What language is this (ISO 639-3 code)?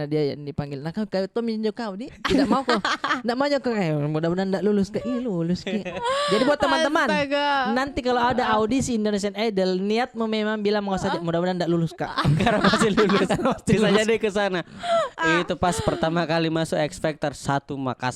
mfp